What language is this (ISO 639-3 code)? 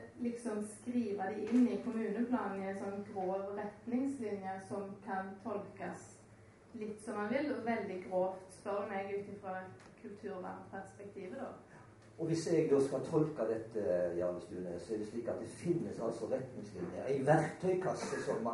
nor